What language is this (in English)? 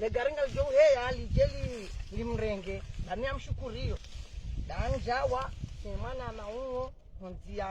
Ngazidja Comorian